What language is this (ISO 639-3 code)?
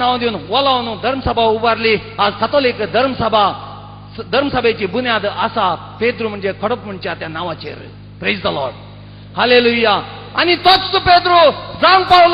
kok